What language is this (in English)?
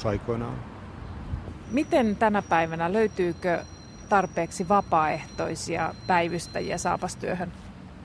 Finnish